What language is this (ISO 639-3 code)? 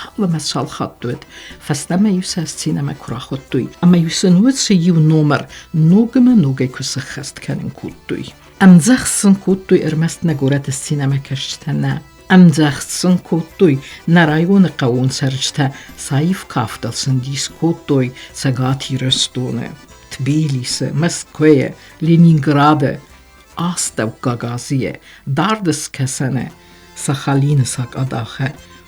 oss